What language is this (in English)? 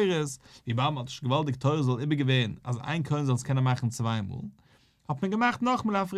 Yiddish